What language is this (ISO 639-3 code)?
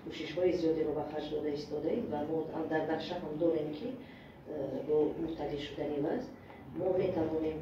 tgk